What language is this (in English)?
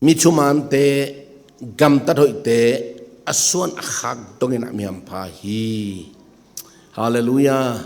Tedim Chin